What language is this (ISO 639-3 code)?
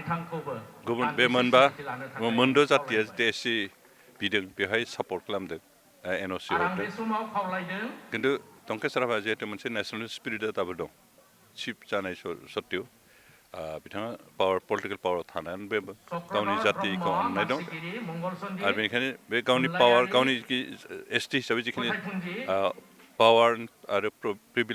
brx